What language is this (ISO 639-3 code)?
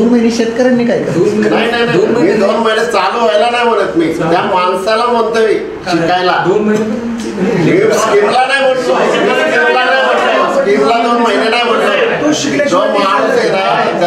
mar